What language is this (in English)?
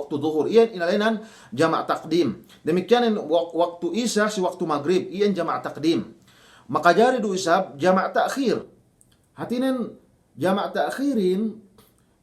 Yakan